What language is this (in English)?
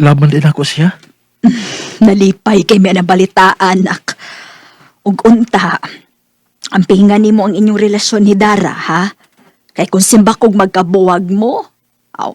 Cebuano